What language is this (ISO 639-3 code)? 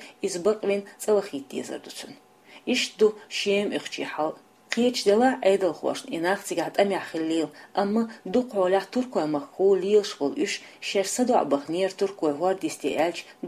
che